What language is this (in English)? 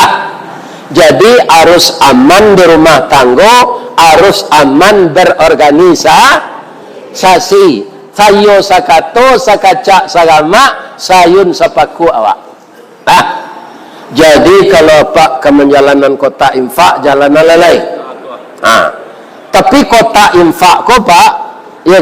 Minangkabau